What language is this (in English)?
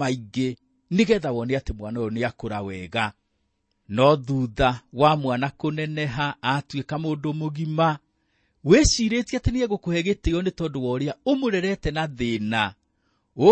Kikuyu